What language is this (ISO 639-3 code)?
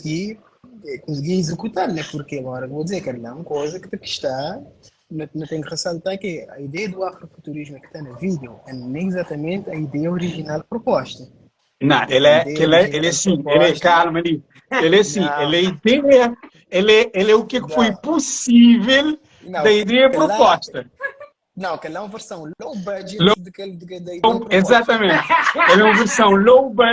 kea